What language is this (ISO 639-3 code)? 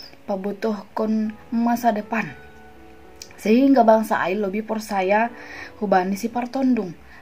bts